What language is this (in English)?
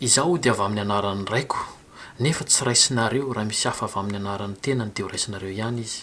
Malagasy